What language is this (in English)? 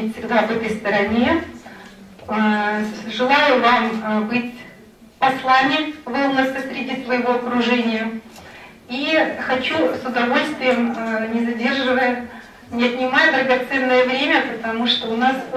Russian